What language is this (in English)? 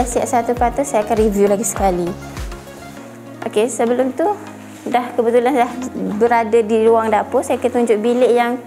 Malay